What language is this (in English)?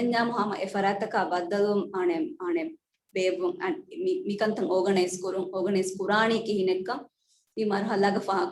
Divehi